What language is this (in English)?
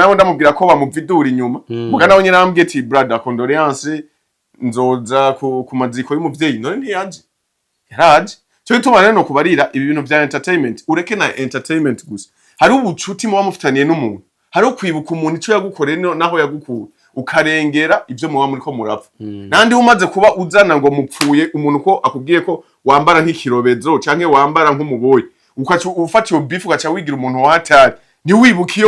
Rundi